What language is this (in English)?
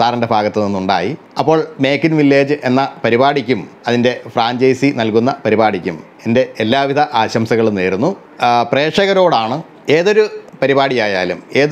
Malayalam